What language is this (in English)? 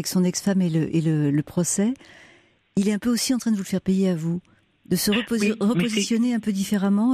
French